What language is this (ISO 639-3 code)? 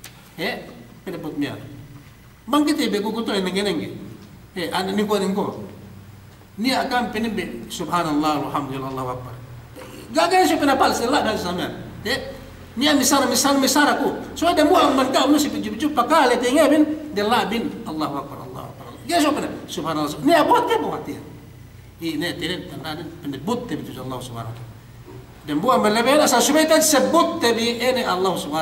yka